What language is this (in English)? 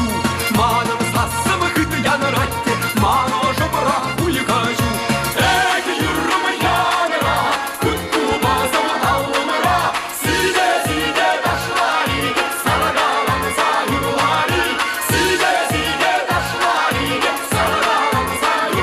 Chuvash